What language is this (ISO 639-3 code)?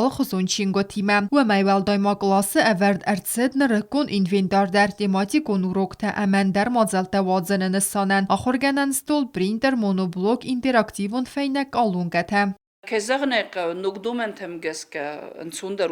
oss